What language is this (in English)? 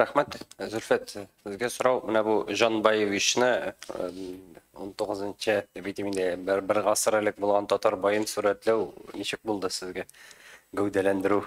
Tatar